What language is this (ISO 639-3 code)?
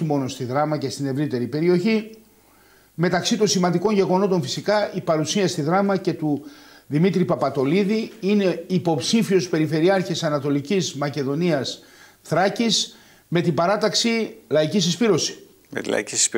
ell